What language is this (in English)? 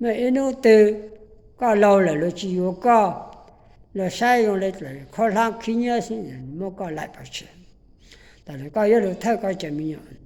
Hmong